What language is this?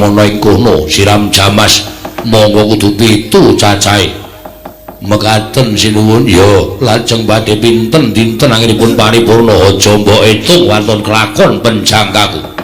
Javanese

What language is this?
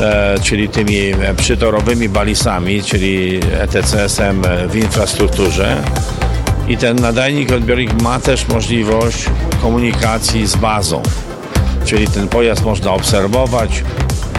Polish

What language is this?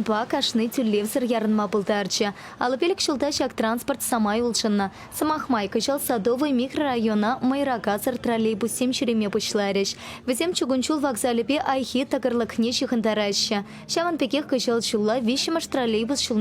Chuvash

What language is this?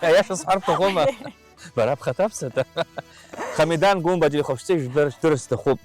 Abkhazian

